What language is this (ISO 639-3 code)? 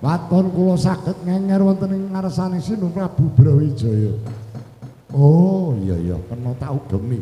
jav